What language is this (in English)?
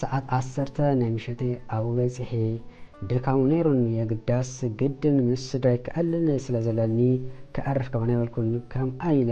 Tigrinya